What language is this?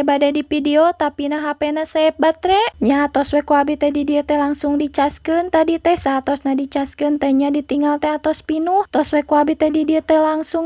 Sundanese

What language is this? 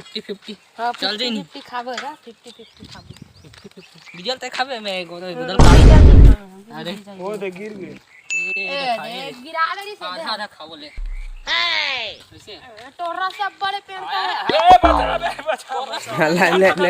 Chhattisgarhi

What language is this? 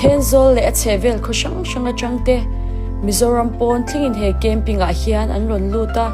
Mizo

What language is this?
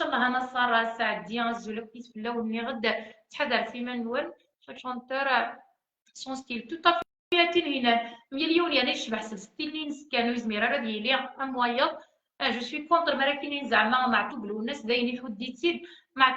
Kabyle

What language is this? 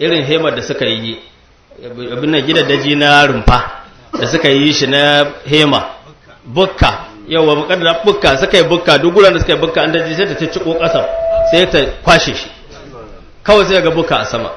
Hausa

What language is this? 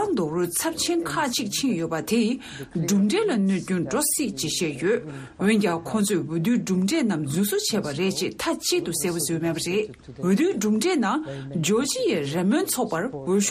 Tibetan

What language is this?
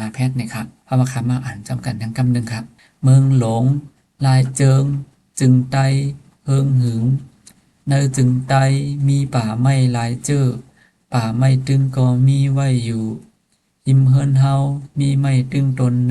Shan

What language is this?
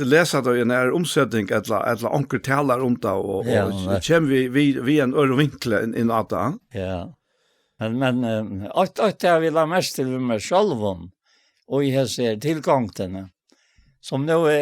Faroese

